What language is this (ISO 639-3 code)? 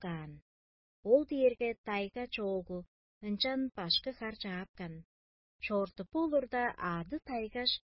tyv